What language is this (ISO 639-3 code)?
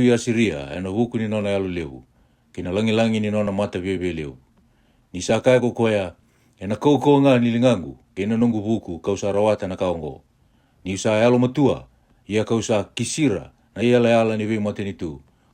fij